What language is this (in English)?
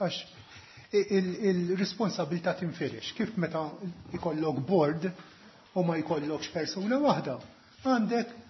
Maltese